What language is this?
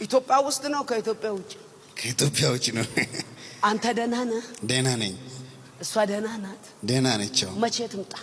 Amharic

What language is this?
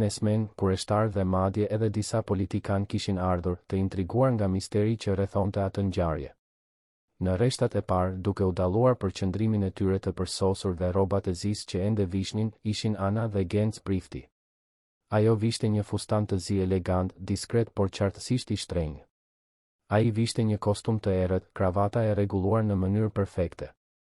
Albanian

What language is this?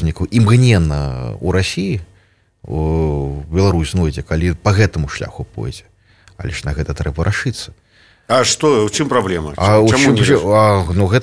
Belarusian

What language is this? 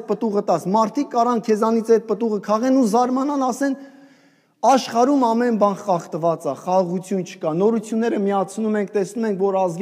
Armenian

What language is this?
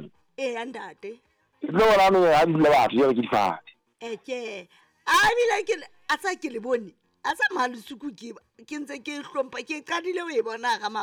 Southern Sotho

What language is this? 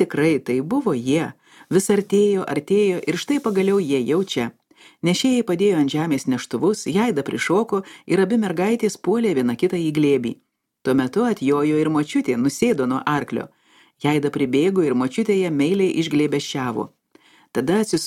Lithuanian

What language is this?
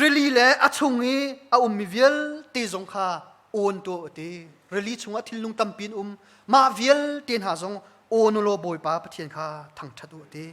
Hakha Chin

